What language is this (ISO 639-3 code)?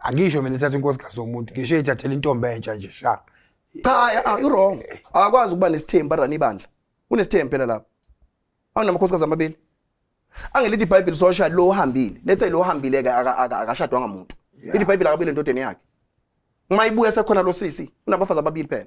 zul